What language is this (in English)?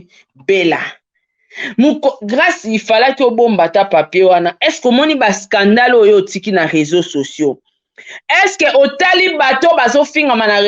Lingala